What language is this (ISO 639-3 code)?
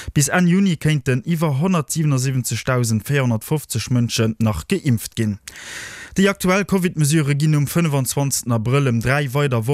ltz